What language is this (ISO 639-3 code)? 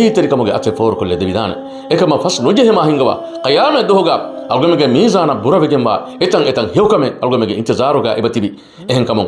div